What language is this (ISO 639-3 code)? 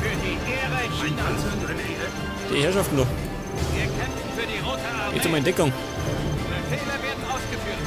bar